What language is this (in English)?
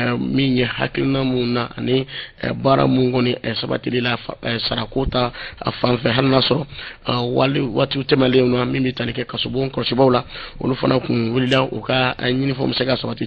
Bambara